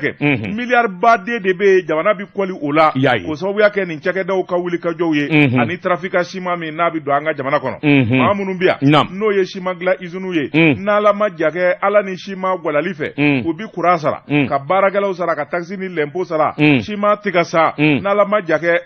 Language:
Bambara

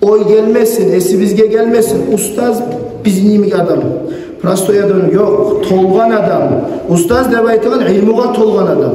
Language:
Kumyk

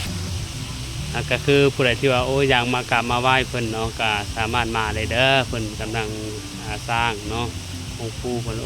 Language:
Lao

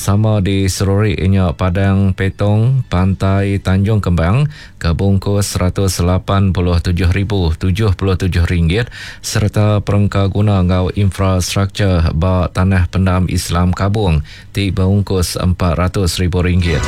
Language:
Iban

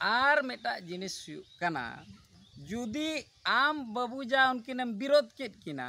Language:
Santali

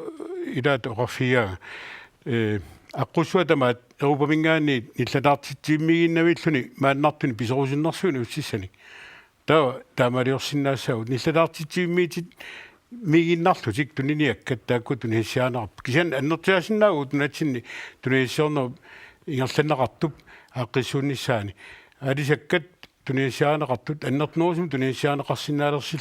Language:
Kalaallisut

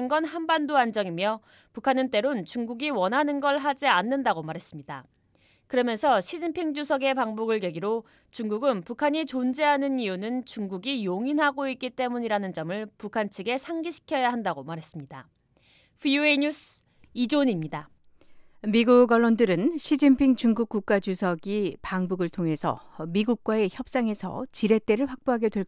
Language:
Korean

